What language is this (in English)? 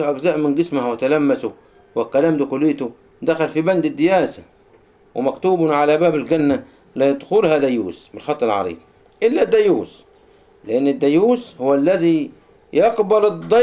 Egyptian Arabic